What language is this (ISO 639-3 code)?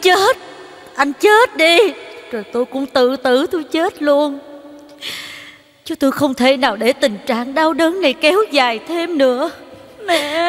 vie